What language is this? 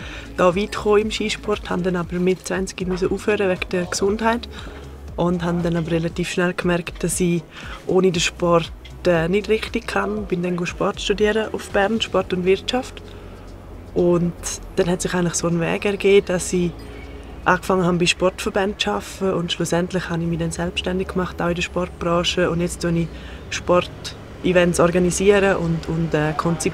Swiss German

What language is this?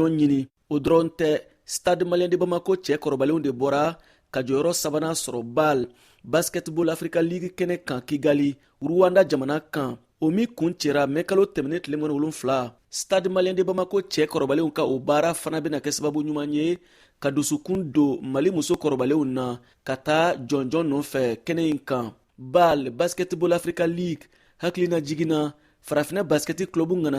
Bambara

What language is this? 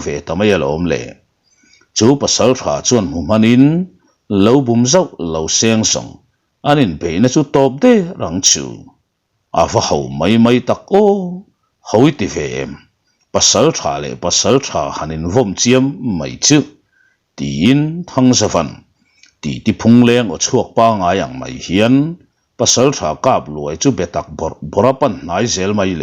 Mizo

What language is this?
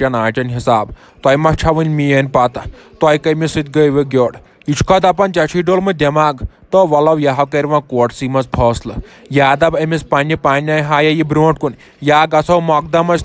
Kashmiri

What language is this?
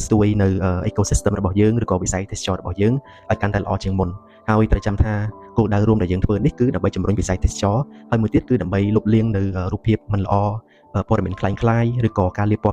Khmer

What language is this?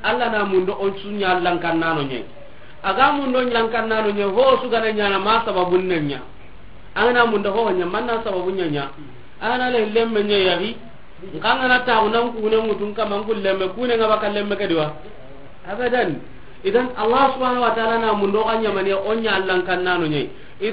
Soninke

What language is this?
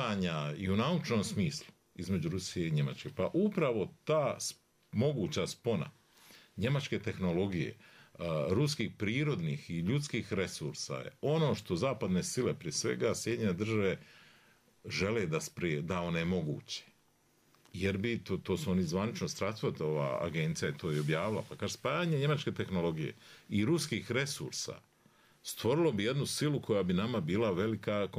Bosnian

